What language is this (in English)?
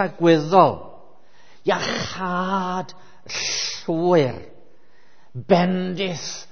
Welsh